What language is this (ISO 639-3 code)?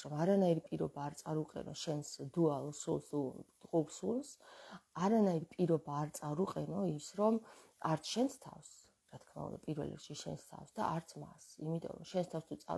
kat